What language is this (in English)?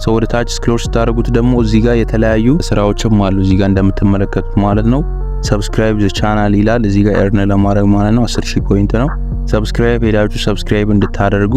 Amharic